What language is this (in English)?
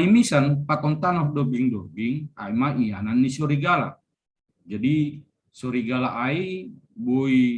Batak Simalungun